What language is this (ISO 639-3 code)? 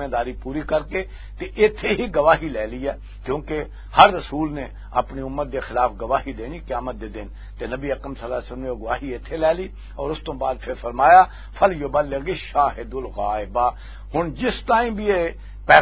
lah